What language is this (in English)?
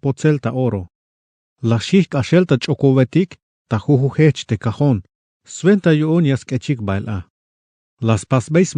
Tzeltal